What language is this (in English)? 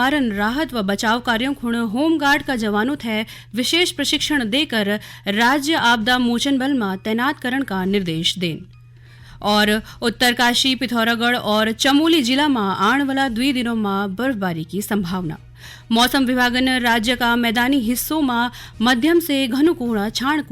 Garhwali